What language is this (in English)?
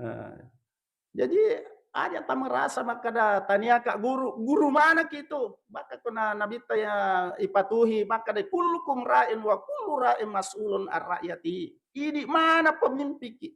Buginese